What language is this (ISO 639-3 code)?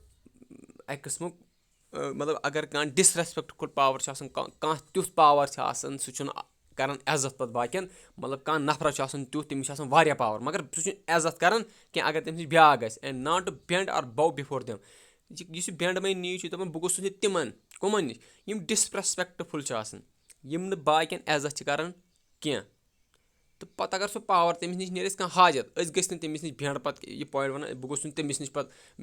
kas